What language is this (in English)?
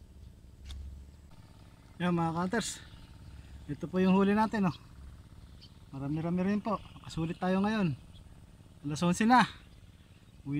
Filipino